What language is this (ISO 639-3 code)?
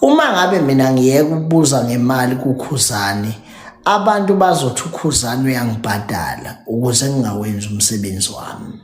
zul